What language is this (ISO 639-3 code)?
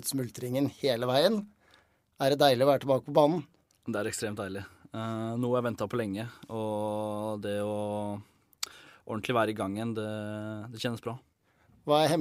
nor